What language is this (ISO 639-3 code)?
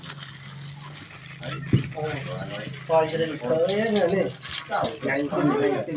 lao